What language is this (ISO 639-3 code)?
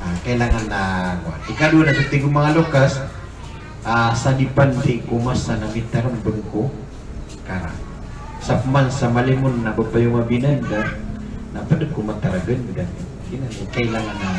mrw